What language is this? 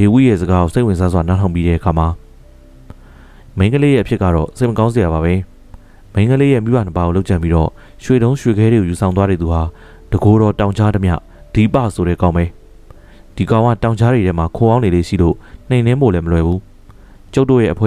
Burmese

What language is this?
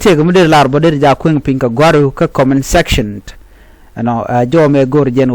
Nuer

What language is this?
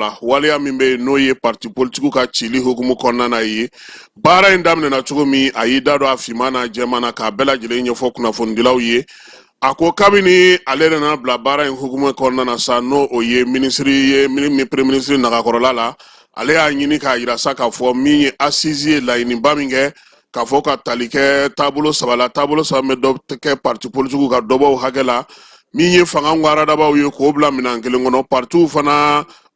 Bambara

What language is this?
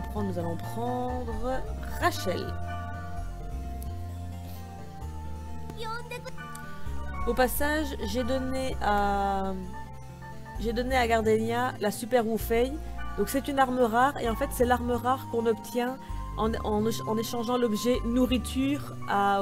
French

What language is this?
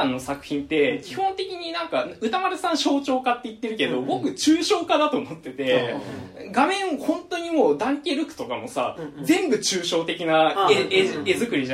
Japanese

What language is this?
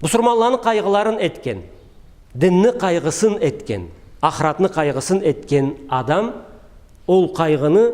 Karachay-Balkar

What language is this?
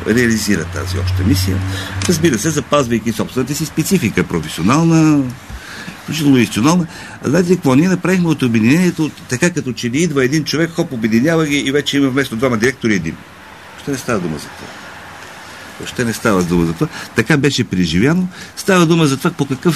Bulgarian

